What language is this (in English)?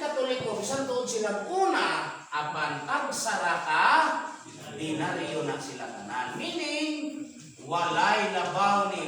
Cebuano